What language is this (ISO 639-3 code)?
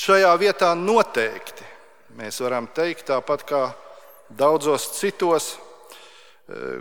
lav